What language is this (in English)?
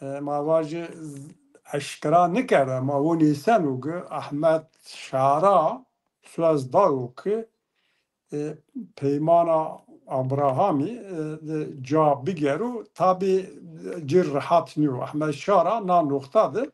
Zaza